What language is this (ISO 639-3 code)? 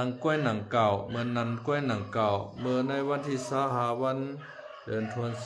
shn